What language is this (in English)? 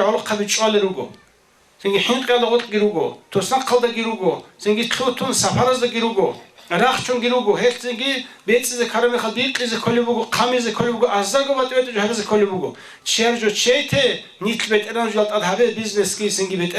Avaric